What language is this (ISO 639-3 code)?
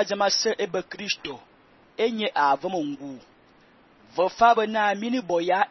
fan